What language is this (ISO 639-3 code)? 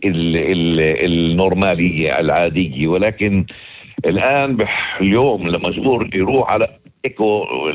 apc